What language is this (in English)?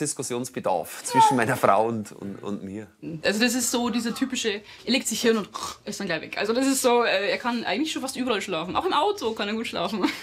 Swiss German